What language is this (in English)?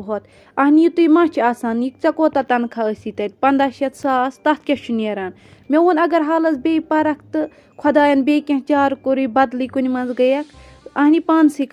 Kashmiri